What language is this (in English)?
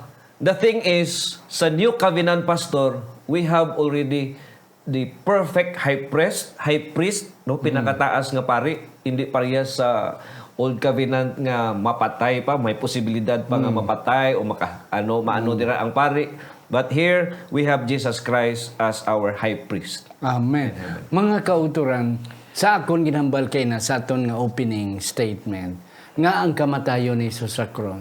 Hiligaynon